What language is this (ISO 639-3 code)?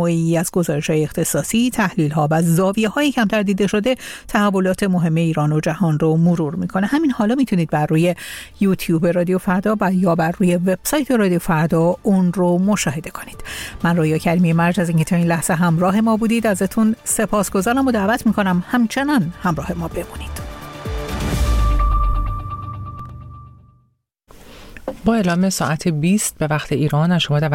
fas